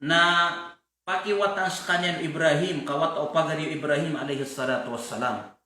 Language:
Maranao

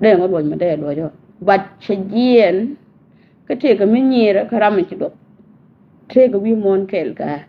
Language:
Nuer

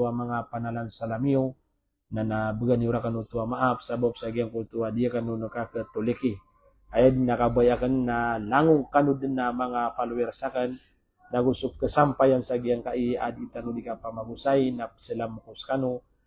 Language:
Maranao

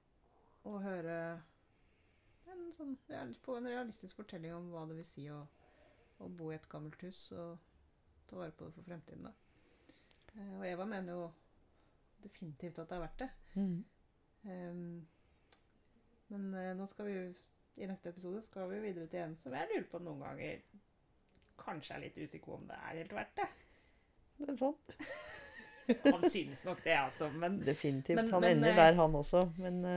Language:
Norwegian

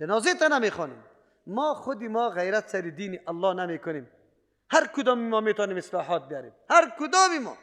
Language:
Persian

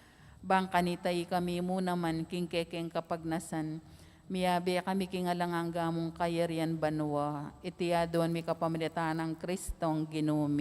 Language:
Pampanga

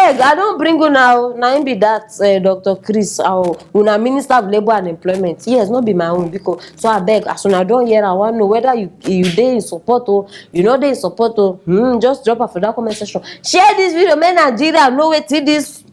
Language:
Nigerian Pidgin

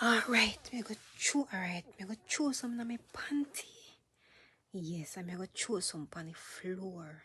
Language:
Jamaican Creole English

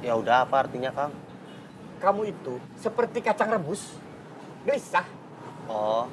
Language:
Betawi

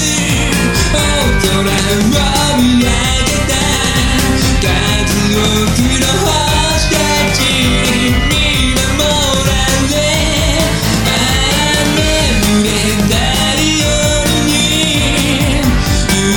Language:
Japanese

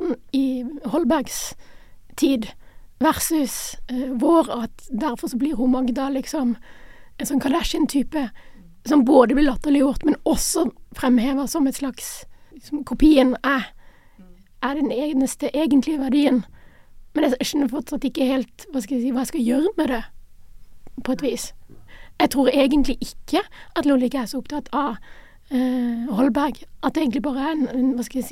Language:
Norwegian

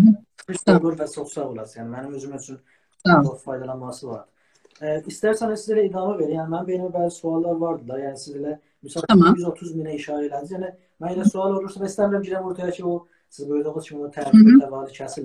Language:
South Azerbaijani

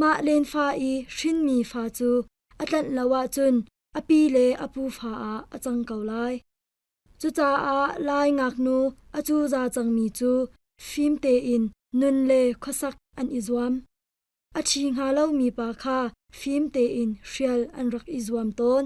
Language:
Hakha Chin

